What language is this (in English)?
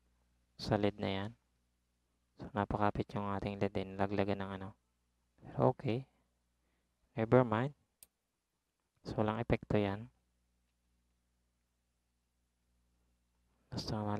Filipino